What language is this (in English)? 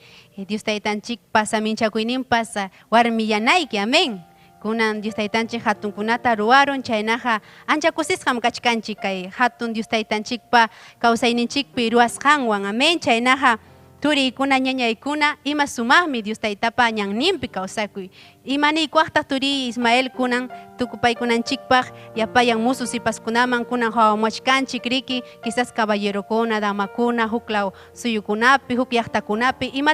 Ayacucho Quechua